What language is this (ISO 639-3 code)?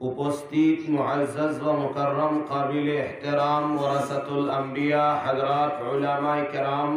syl